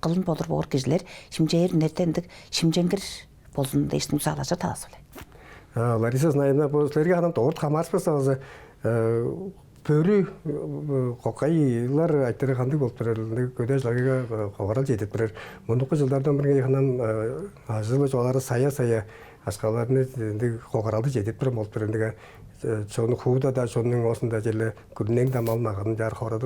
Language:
Tuvinian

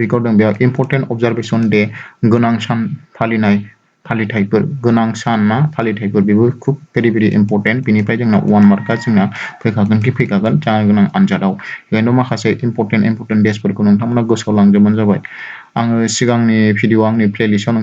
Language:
Bodo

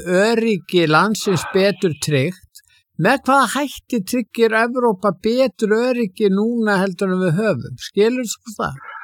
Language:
Icelandic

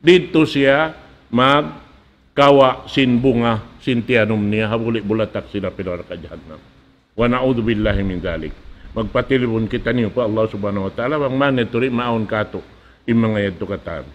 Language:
Tausug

